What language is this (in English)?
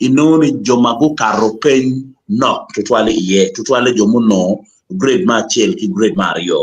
Acoli